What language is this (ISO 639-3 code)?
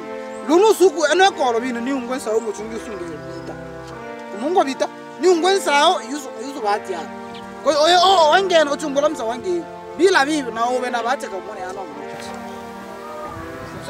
swa